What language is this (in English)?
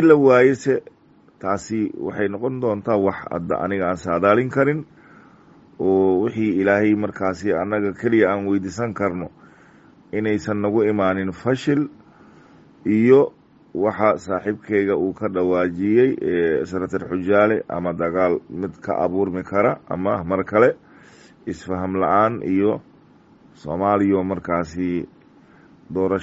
Somali